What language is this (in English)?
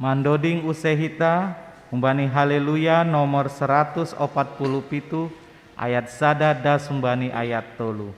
Batak Simalungun